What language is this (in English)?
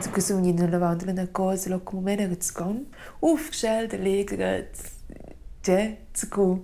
Romansh